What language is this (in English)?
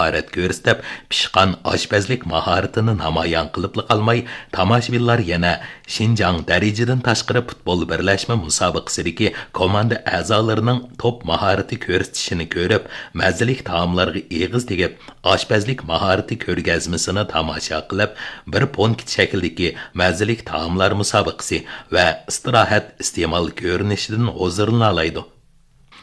Uyghur